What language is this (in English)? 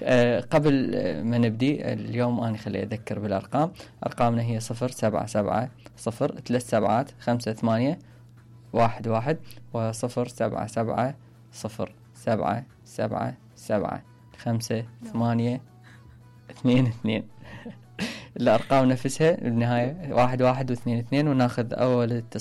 Mesopotamian Arabic